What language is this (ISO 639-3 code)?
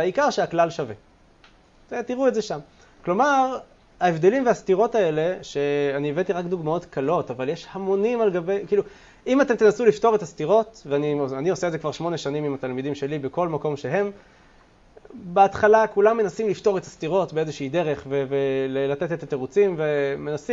heb